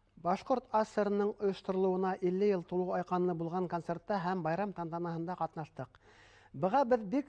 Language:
Bashkir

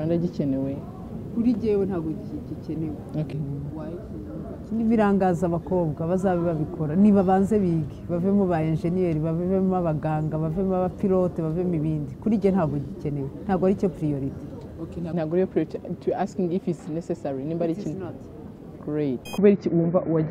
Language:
Kinyarwanda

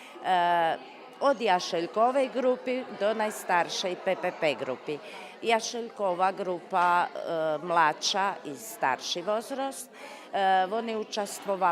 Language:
Rusyn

